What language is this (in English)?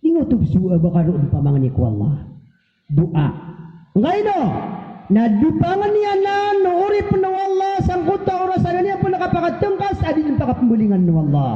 Maranao